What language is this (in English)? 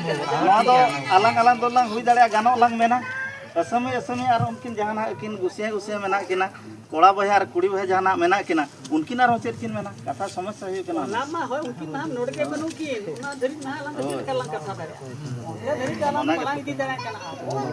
Santali